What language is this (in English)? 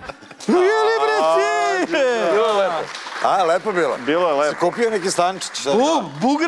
Serbian